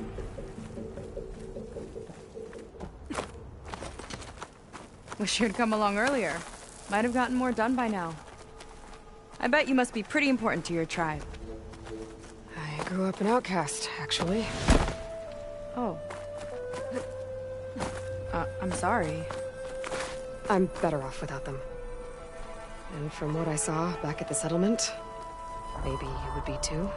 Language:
English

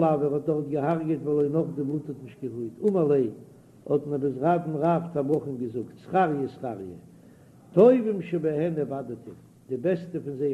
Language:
Yiddish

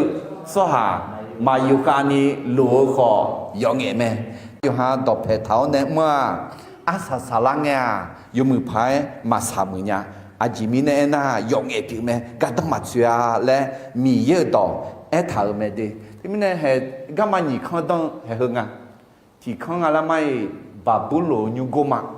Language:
Akha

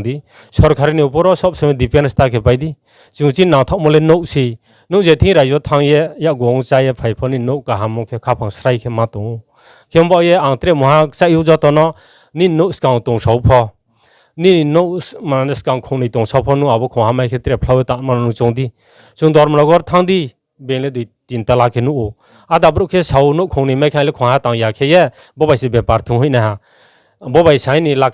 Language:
Riang (India)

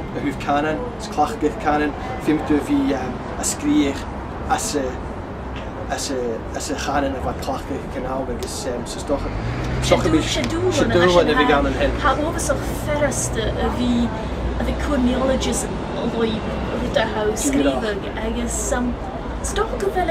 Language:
Scottish Gaelic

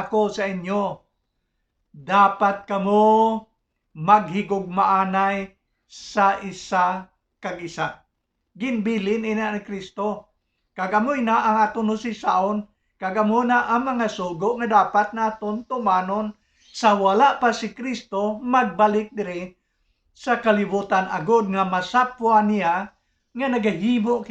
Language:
Hiligaynon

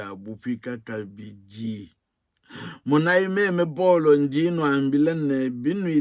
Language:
Luba-Lulua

